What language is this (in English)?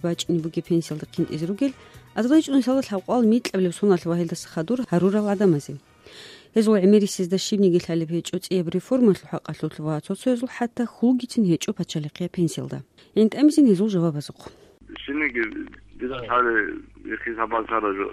Avaric